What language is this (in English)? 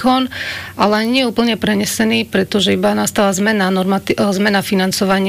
Slovak